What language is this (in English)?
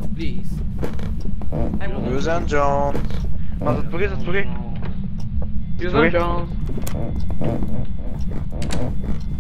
Bulgarian